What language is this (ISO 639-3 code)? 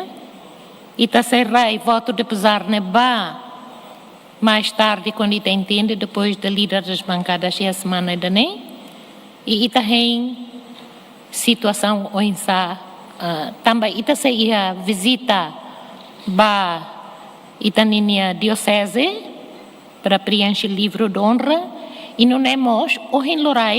tet